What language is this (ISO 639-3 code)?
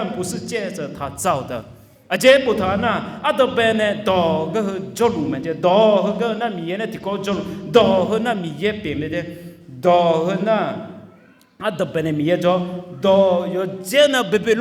ahk